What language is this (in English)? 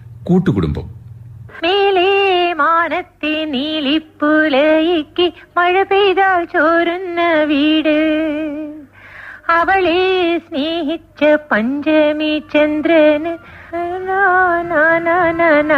Malayalam